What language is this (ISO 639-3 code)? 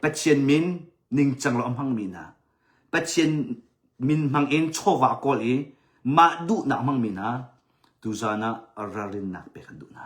cnh